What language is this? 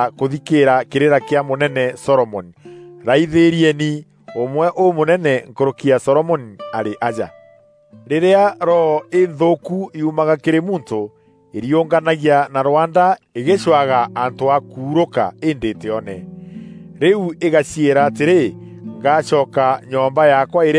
Meru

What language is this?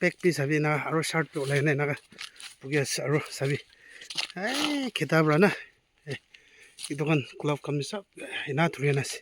Naga Pidgin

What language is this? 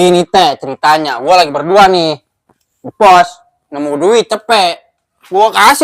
Betawi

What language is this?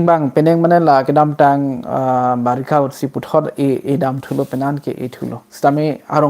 Karbi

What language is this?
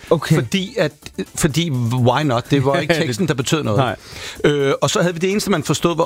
Danish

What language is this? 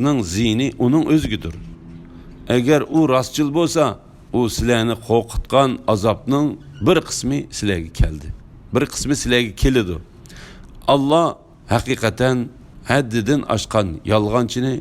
Uyghur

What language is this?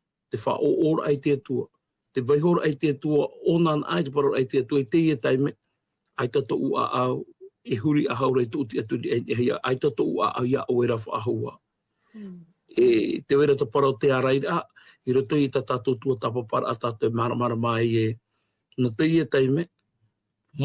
Tahitian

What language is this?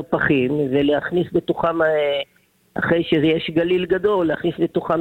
Hebrew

